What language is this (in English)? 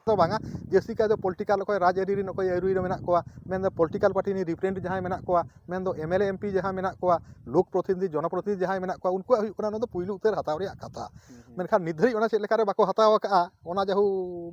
Santali